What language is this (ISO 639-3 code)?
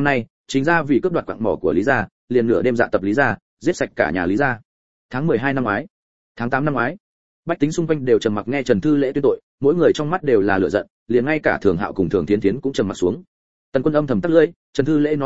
vie